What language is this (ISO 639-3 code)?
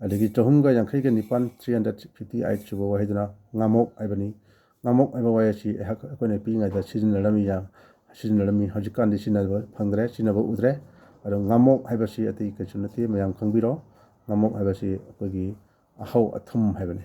mni